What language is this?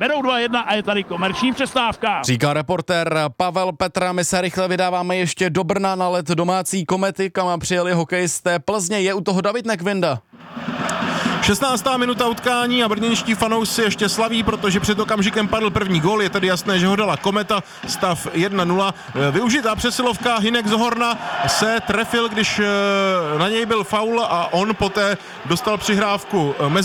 Czech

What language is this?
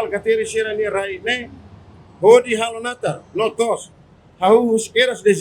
Tetum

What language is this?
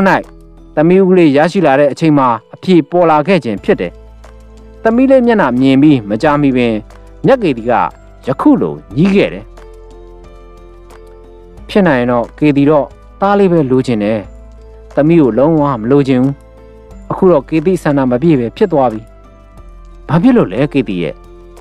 Burmese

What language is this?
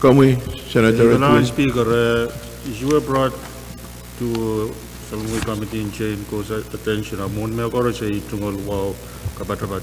Pohnpeian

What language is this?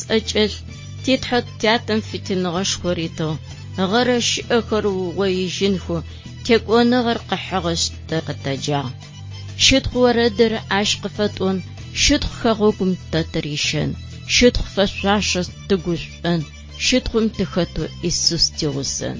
Adyghe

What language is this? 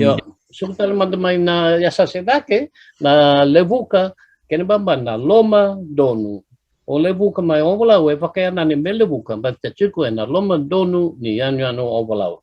Fijian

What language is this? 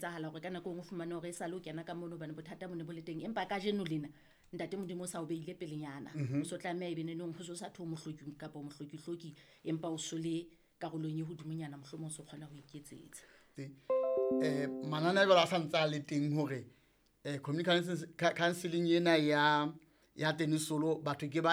Southern Sotho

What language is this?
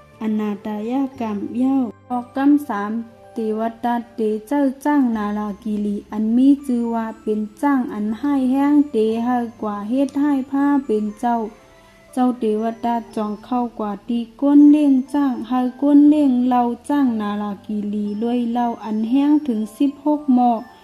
Shan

